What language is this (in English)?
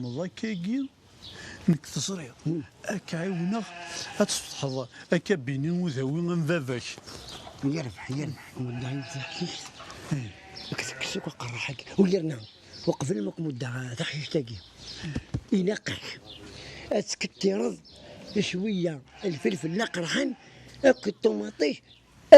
Kabyle